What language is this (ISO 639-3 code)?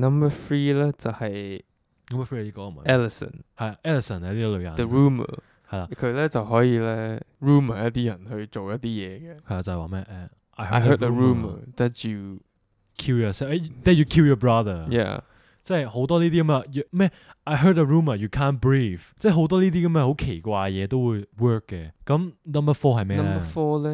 yue